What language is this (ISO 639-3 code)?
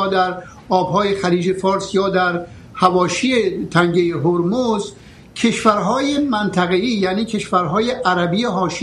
fas